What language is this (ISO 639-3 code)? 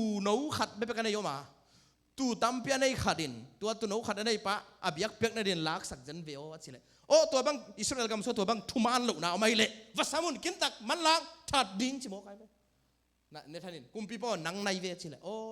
ctd